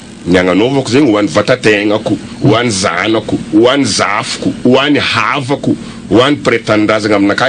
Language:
Malagasy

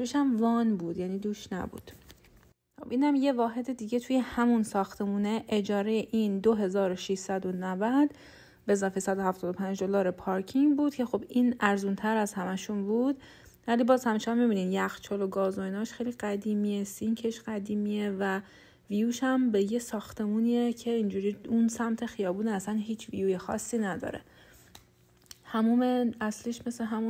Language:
Persian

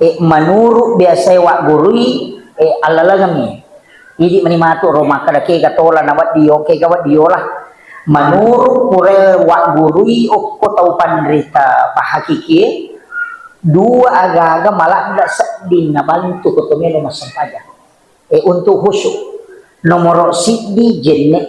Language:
Buginese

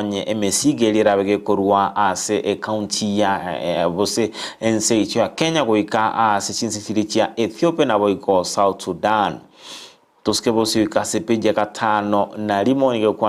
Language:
Gusii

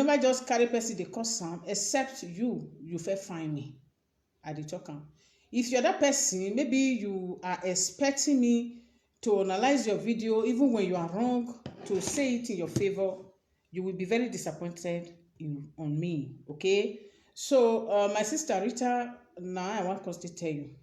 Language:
Nigerian Pidgin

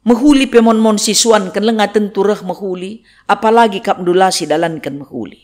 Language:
Batak Karo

